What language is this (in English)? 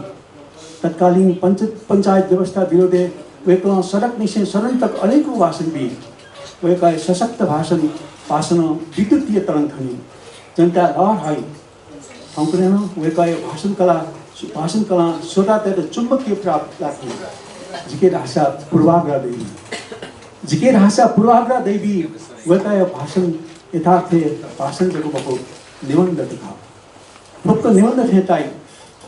Newari